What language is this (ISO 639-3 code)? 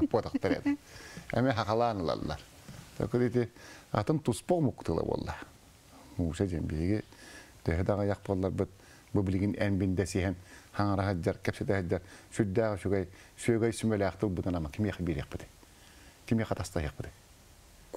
tat